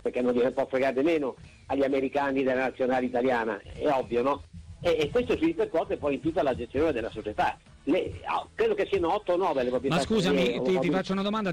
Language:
Italian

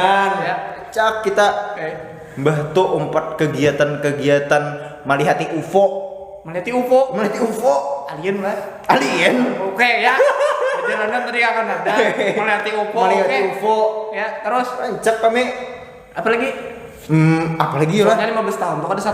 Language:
Banjar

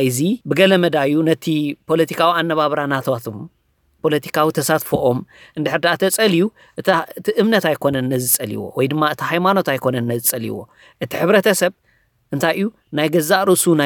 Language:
Tigrinya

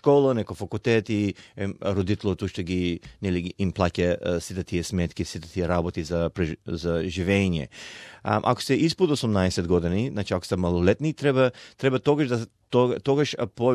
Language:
Macedonian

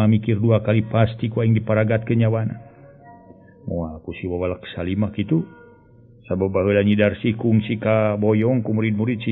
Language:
Sundanese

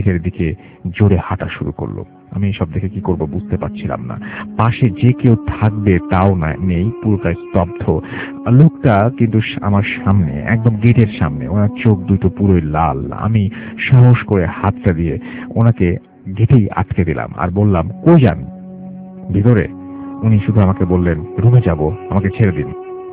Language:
Bangla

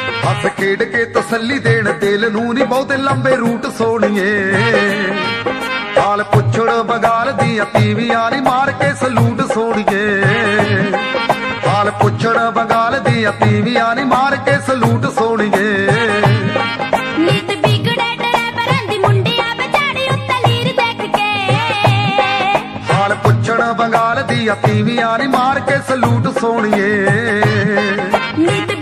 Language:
Punjabi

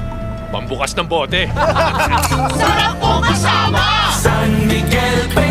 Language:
Bikol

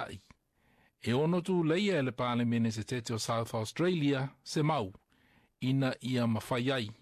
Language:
Samoan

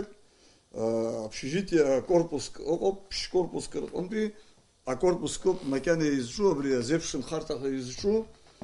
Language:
Abkhazian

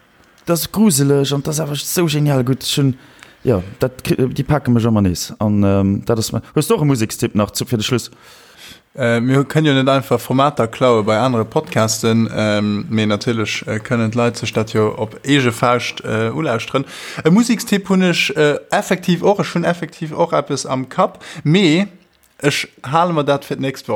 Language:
Luxembourgish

